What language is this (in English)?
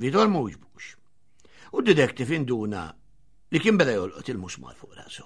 Maltese